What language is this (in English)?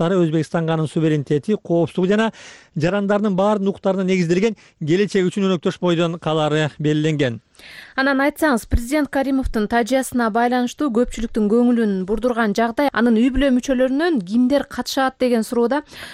Kyrgyz